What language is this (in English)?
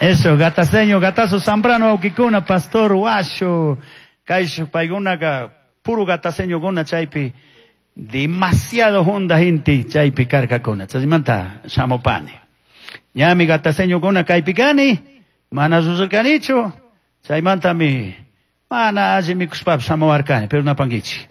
Chimborazo Highland Quichua